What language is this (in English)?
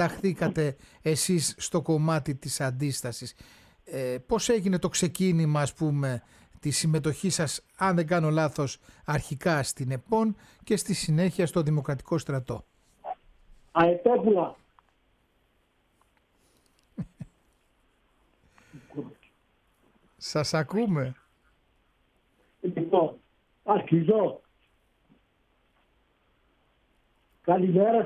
Greek